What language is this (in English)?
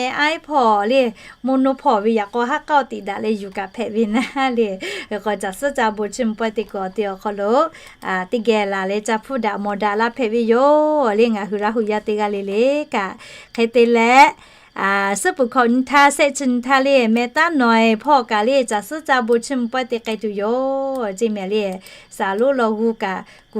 Lahu